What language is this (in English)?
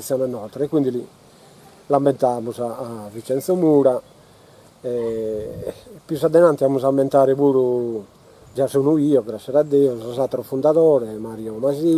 Sardinian